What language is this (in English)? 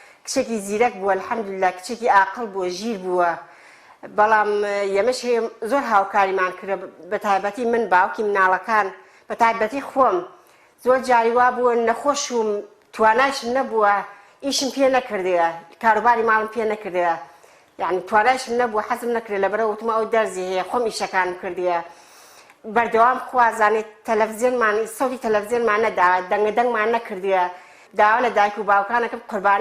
Central Kurdish